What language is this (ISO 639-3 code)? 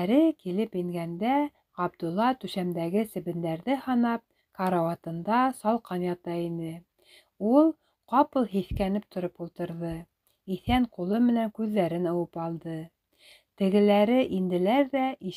bak